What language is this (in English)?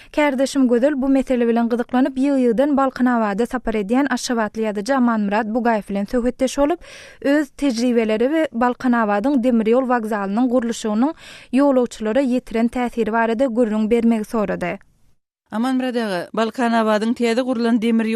Turkmen